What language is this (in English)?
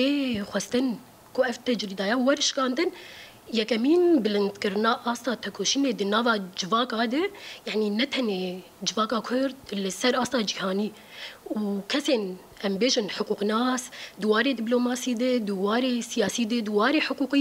Kurdish